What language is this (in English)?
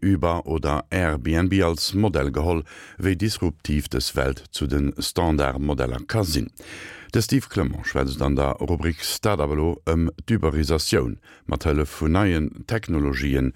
Luxembourgish